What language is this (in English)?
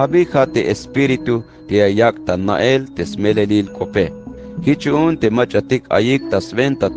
Tzeltal